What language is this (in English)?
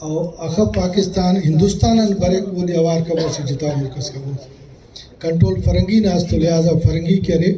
Brahui